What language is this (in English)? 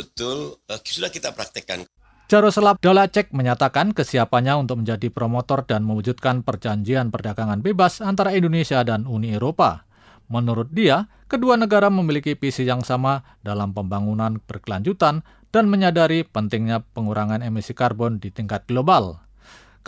Indonesian